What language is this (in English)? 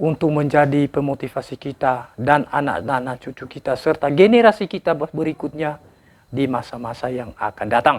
Nias